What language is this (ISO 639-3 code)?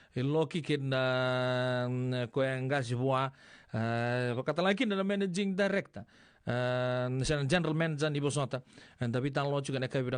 fij